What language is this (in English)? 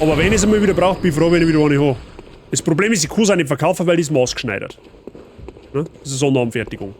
Bavarian